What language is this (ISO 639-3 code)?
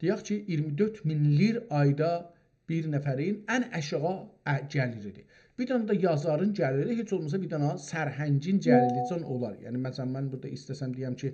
azb